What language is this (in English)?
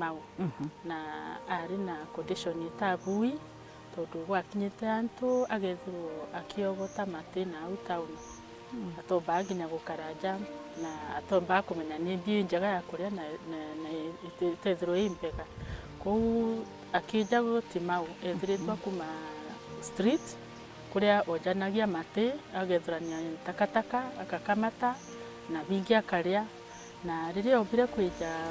Meru